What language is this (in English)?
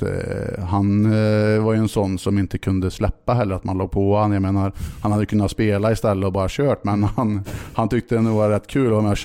Swedish